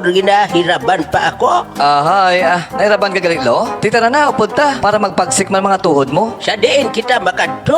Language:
Hiligaynon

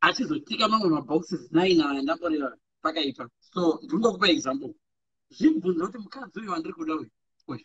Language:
Shona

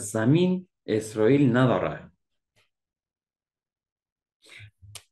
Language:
Persian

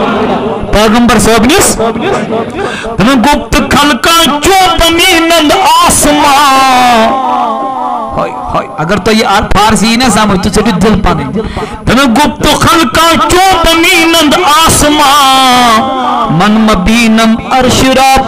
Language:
Kashmiri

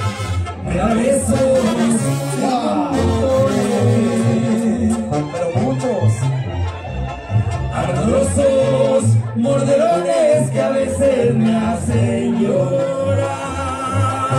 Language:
Spanish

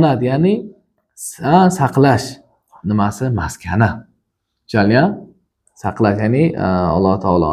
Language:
Uzbek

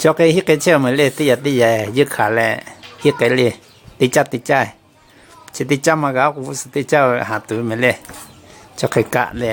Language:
Lahu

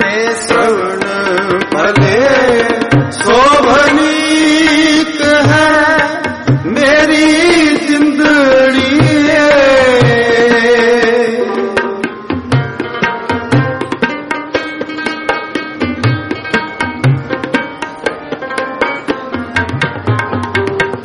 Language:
Punjabi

